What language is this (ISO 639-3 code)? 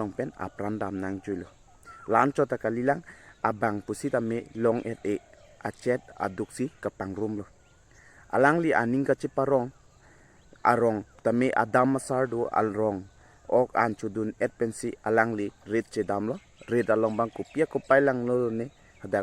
mjw